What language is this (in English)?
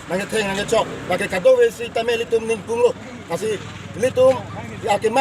Karbi